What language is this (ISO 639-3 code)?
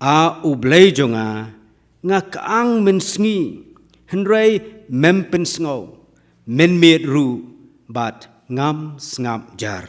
kha